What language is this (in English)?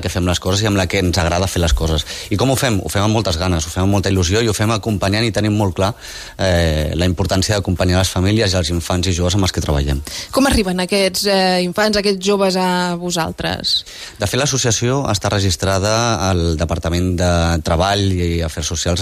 Catalan